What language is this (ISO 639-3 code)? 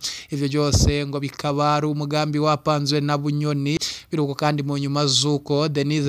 run